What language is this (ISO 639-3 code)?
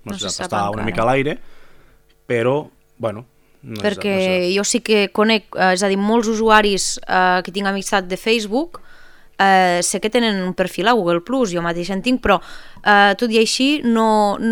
cat